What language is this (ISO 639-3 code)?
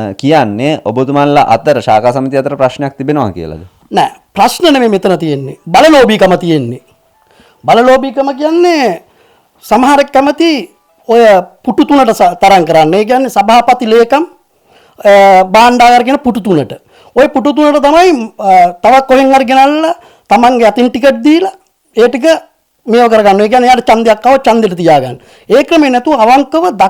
sin